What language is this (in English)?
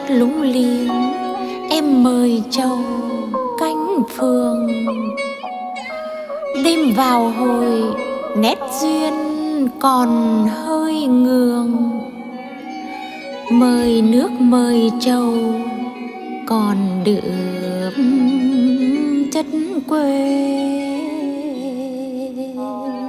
Vietnamese